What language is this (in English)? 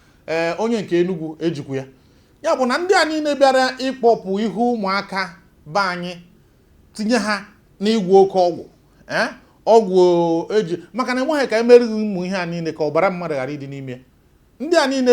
Igbo